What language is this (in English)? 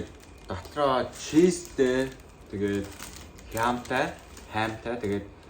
Mongolian